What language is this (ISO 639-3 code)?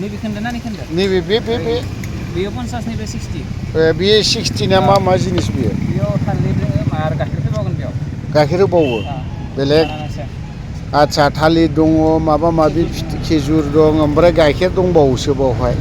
brx